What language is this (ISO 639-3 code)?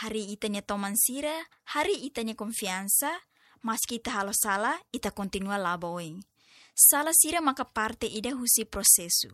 tet